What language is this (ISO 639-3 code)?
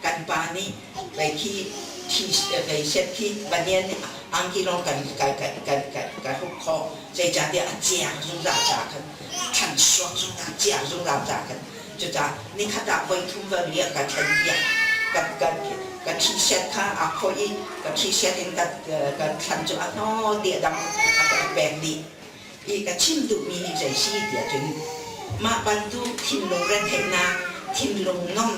cnh